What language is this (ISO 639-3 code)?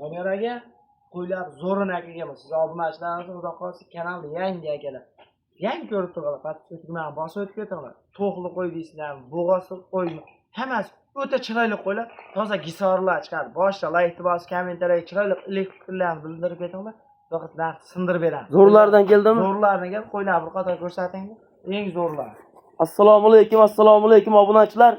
uzb